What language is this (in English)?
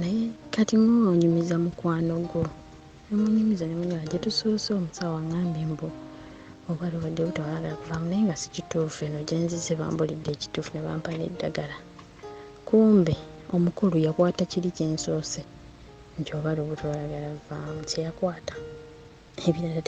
Ganda